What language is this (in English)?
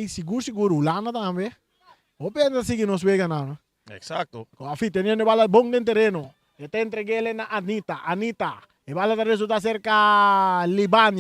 Papiamento